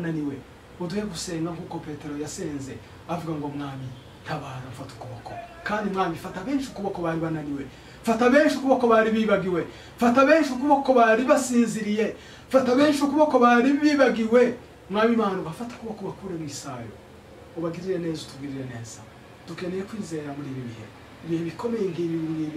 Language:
Kinyarwanda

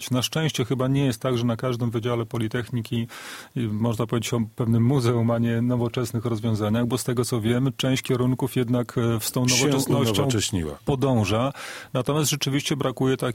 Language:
Polish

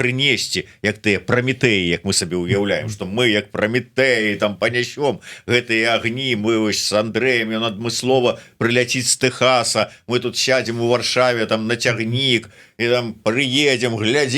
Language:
Belarusian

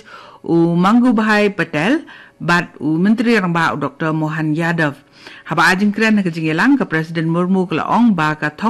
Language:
Khasi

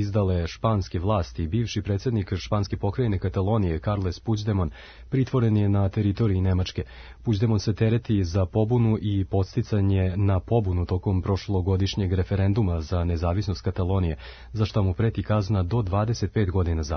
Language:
Serbian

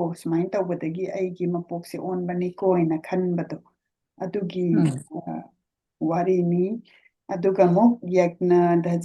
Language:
Manipuri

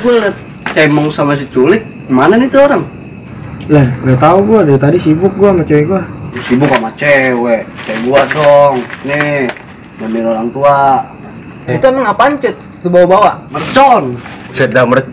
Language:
Betawi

